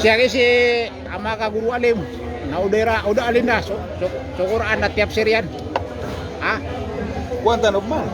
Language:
Maranao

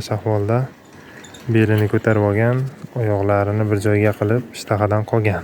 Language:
Uzbek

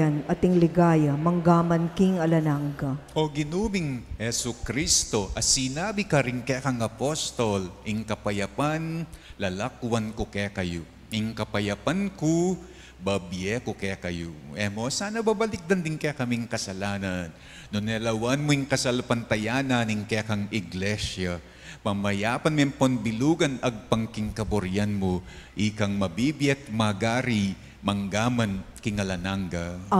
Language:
Pampanga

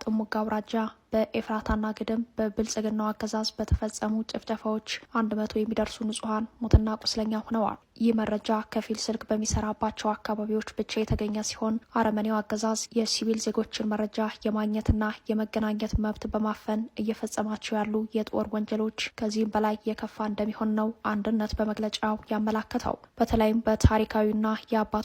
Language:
Amharic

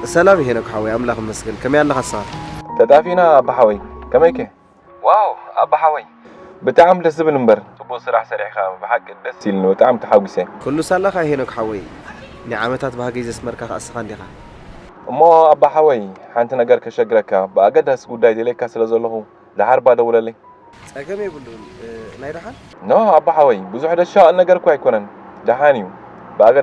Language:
Tigrinya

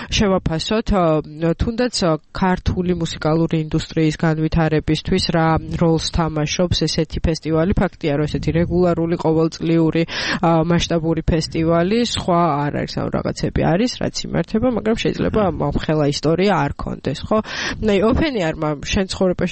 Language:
Georgian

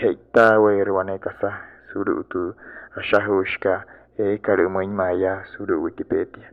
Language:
Wayuu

